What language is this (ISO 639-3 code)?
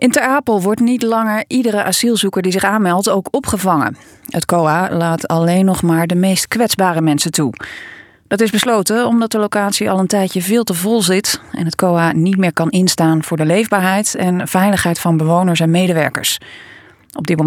nld